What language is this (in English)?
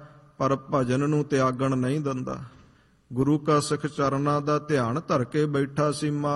Punjabi